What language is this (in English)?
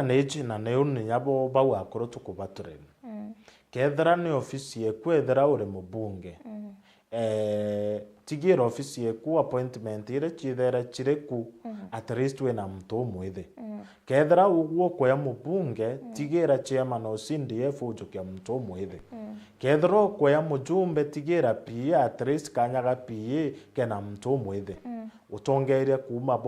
Meru